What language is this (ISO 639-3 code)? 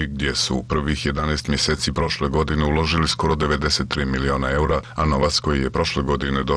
bos